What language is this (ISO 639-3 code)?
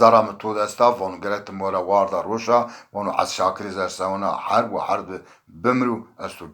zza